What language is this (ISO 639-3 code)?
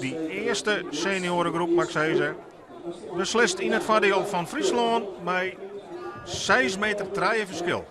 fry